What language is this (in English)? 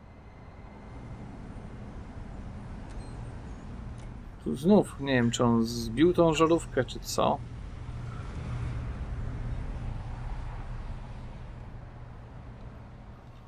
Polish